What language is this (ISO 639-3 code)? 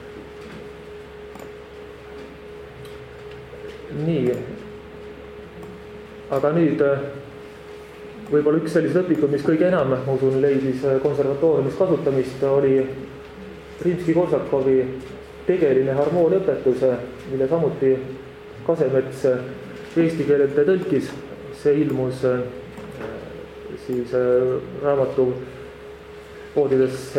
est